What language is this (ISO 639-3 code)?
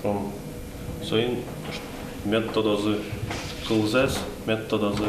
udm